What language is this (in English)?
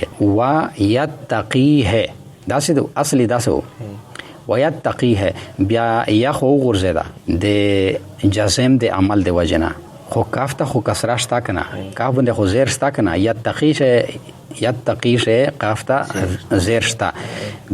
Pashto